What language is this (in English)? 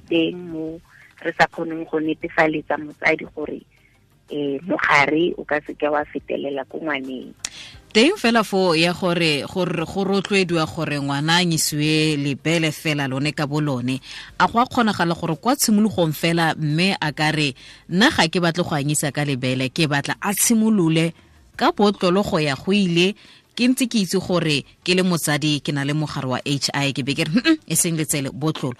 Tswana